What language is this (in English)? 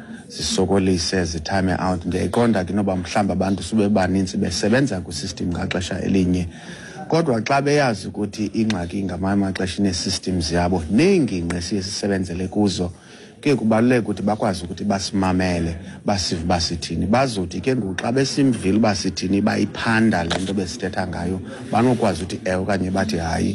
Xhosa